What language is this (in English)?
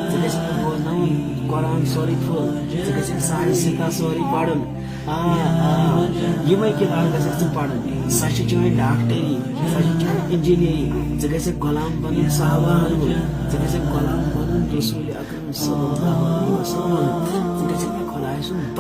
Kashmiri